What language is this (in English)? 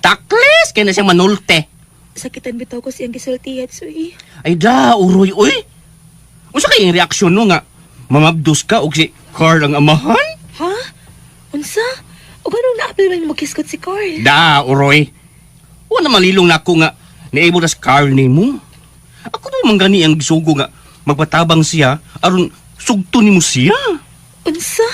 Cebuano